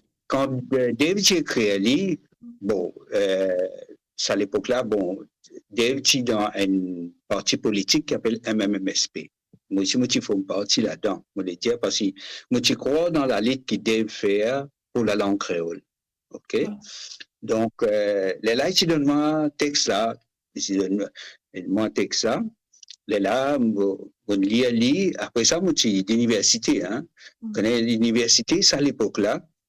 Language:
Morisyen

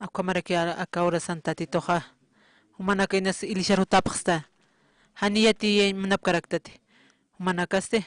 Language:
Aymara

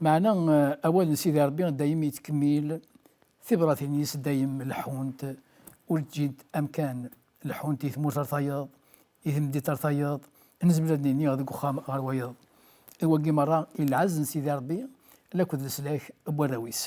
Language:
Kabyle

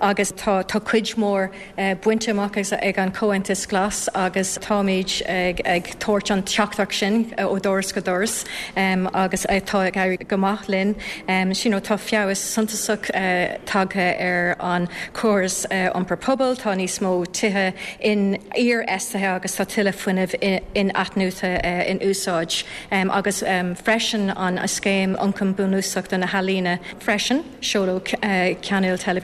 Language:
Irish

